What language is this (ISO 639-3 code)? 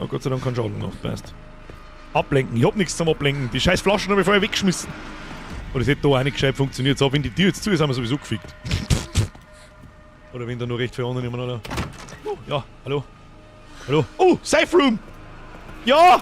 bar